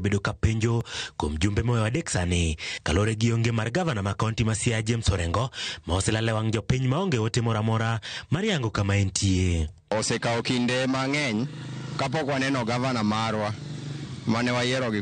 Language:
Luo (Kenya and Tanzania)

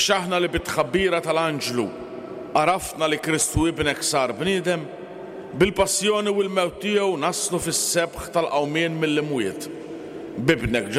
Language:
Maltese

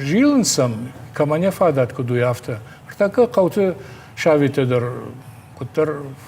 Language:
Ossetic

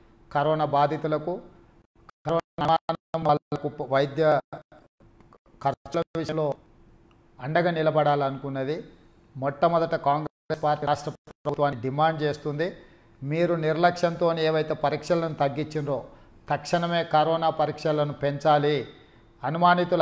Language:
Telugu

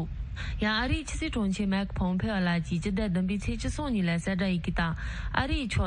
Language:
Tibetan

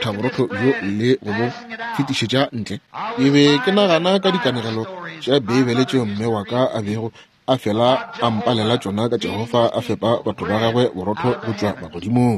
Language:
Northern Sotho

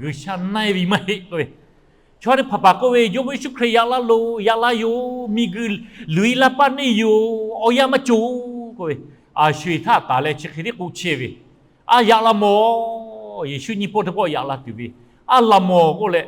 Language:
Lahu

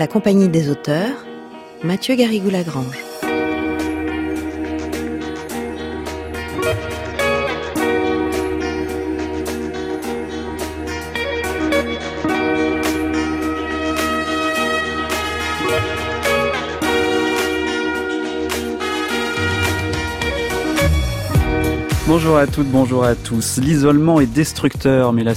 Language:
French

